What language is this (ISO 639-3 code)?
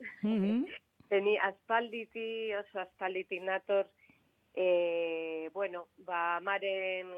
eus